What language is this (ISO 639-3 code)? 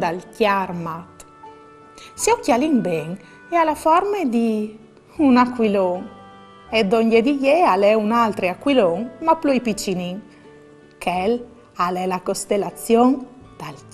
fur